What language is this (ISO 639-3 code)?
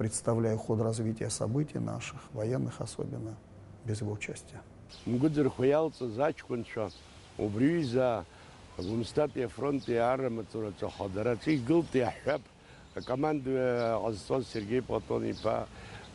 abk